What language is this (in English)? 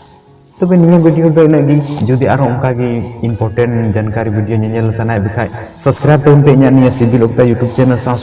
Santali